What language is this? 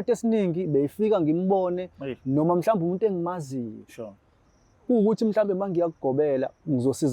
Zulu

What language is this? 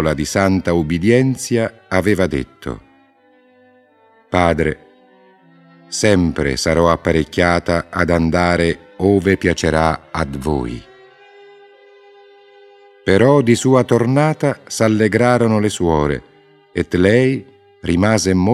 Italian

